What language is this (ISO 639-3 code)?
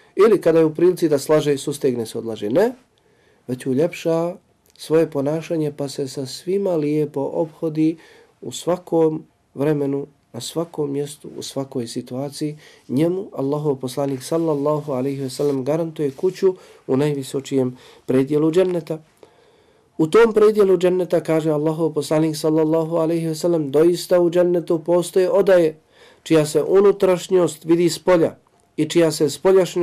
bos